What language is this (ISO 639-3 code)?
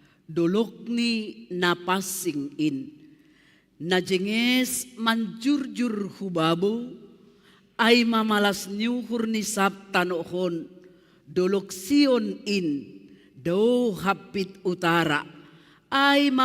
bts